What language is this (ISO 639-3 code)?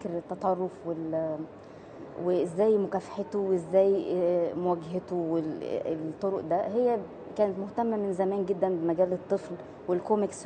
arz